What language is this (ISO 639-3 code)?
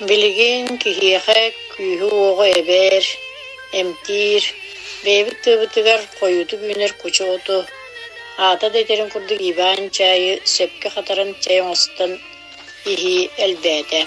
sah